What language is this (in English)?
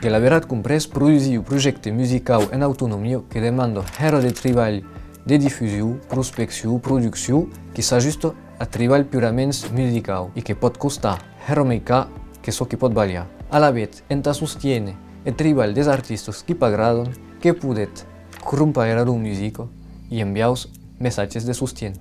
Occitan